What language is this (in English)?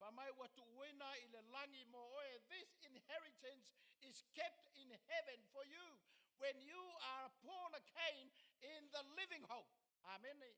Samoan